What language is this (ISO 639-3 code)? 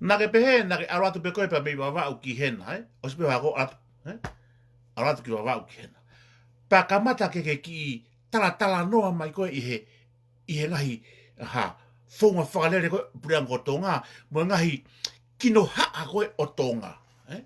ton